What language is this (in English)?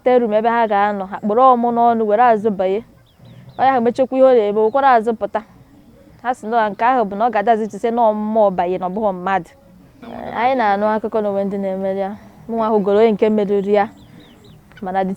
Igbo